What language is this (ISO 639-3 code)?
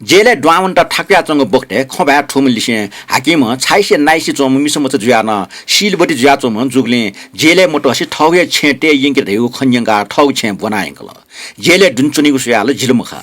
new